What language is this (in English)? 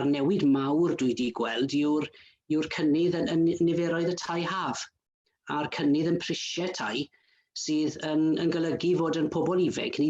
Welsh